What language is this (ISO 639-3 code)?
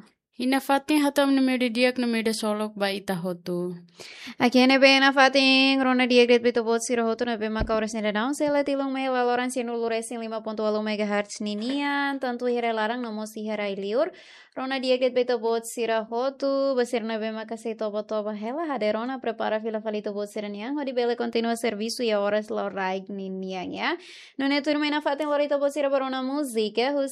tet